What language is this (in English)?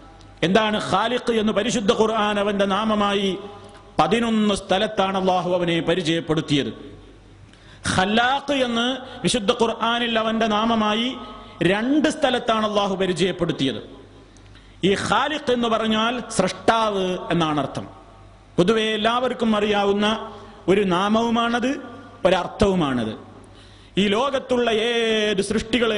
Malayalam